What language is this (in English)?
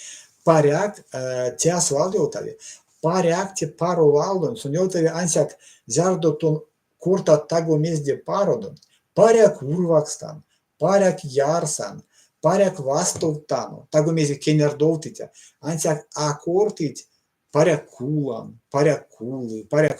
Erzya